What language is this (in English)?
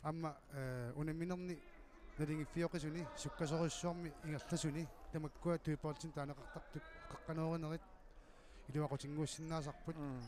Kalaallisut